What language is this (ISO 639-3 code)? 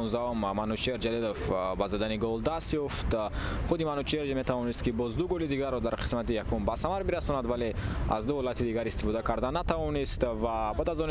tgk